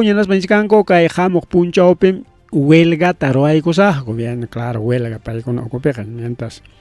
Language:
Ayacucho Quechua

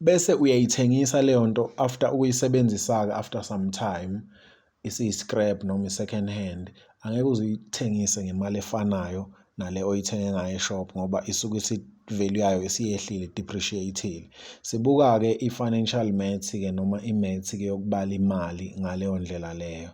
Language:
Zulu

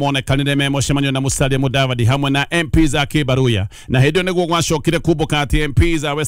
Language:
Kikuyu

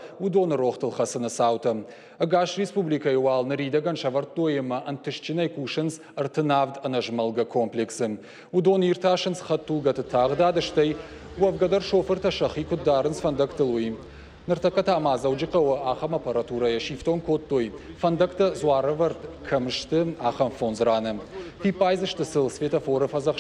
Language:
Ossetic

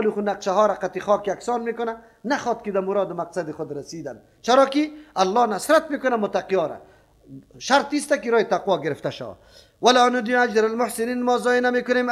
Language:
Persian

